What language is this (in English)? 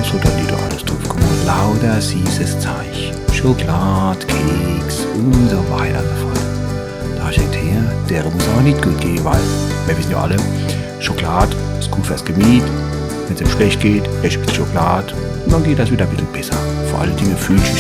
Palatine German